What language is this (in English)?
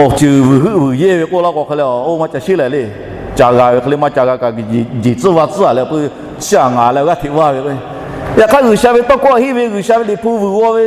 Lahu